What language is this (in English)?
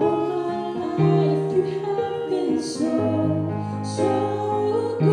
Tongan